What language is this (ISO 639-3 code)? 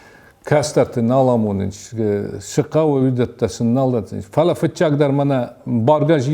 oss